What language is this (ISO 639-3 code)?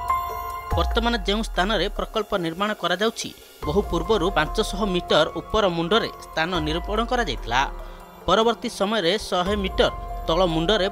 ori